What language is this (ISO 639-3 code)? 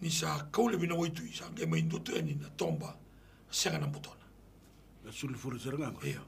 glg